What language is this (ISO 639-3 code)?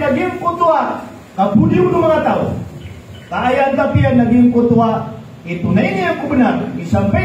mrw